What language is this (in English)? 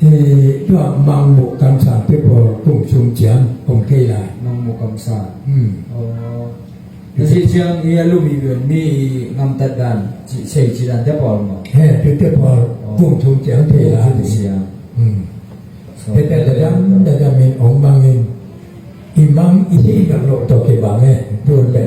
Tedim Chin